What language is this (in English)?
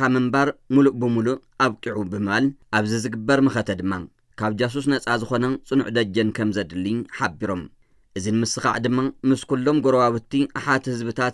Tigrinya